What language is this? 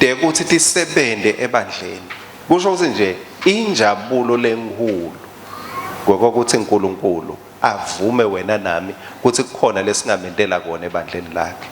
Swati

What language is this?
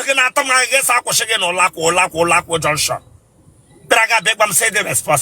Igbo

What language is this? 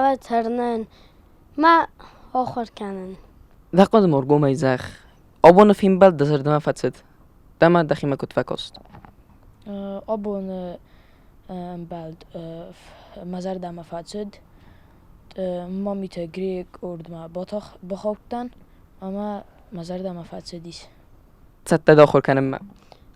Ossetic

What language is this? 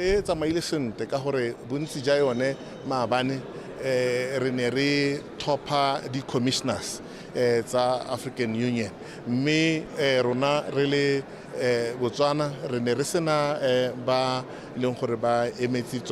Tswana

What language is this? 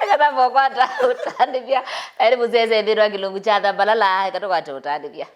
Kamba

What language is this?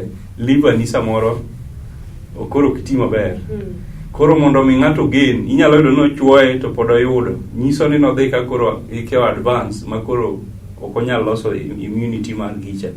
Luo (Kenya and Tanzania)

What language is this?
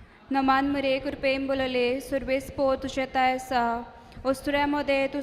Konkani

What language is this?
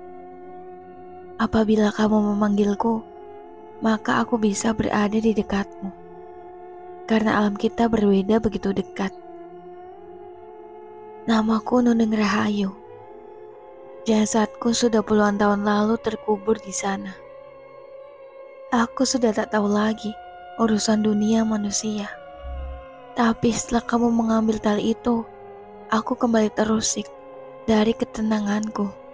Indonesian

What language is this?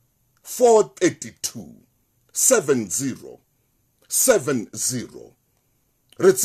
Southern Sotho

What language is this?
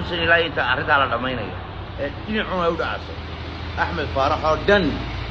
Somali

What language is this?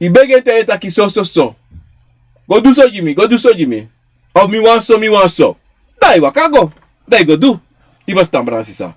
Sranan Tongo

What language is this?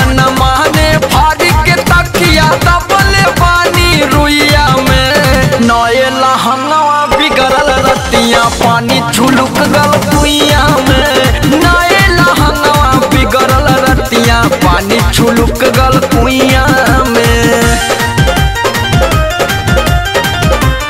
Bhojpuri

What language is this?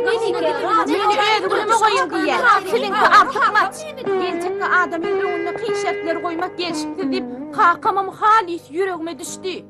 Turkmen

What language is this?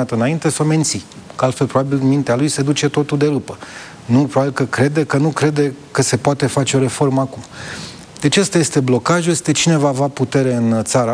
Romanian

